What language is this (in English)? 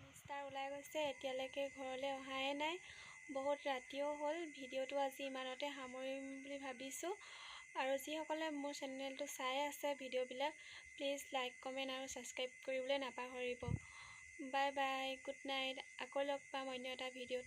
Assamese